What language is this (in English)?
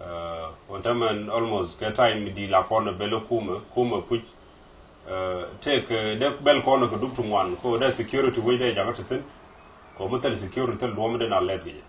Nuer